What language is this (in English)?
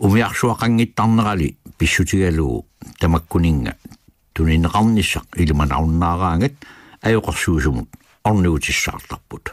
Kalaallisut